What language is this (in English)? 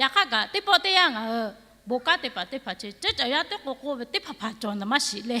Lahu